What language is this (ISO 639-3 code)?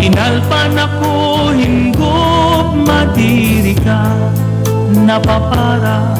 war